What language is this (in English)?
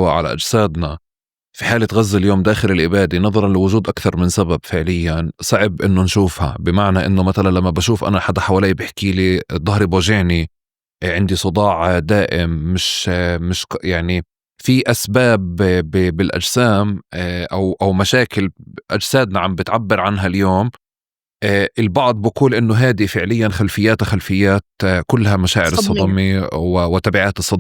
North Levantine Arabic